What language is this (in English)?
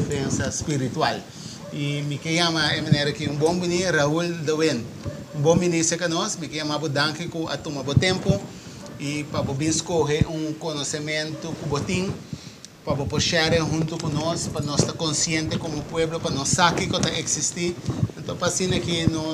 Papiamento